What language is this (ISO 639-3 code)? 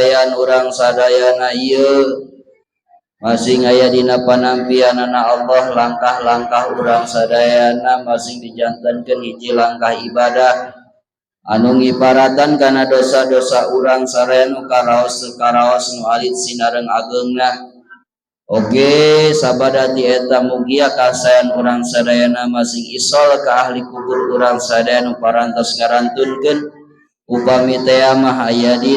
sun